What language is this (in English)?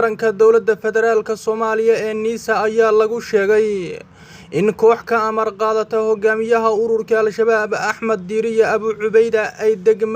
Somali